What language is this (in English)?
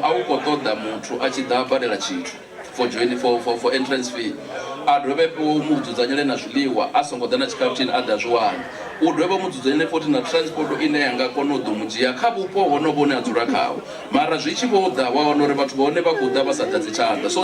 Venda